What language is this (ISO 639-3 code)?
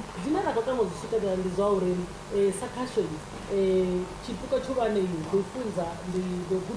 ven